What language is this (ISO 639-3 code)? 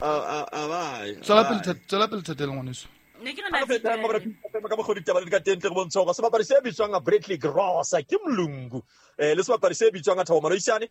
sot